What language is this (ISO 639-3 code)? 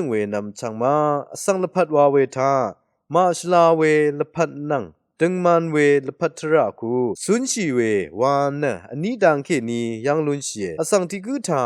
raw